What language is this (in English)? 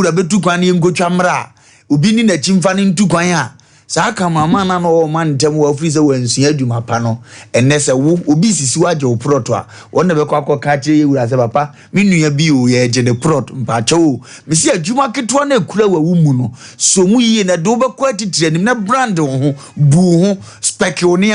Akan